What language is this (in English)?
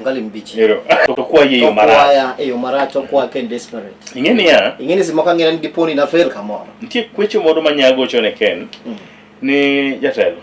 Luo (Kenya and Tanzania)